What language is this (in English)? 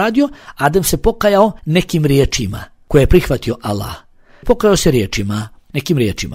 Bosnian